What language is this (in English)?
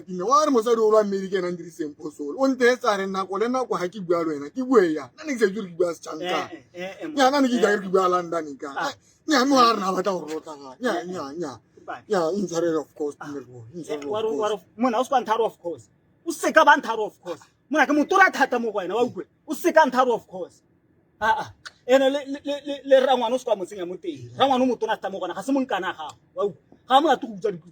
Tswana